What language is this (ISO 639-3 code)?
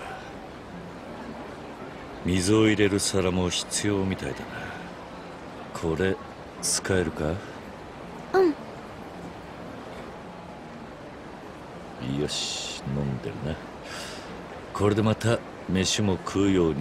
jpn